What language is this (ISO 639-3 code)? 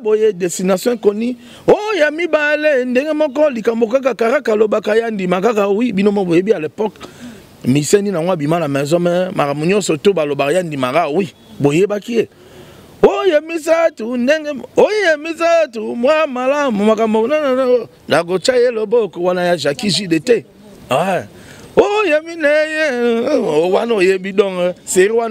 lin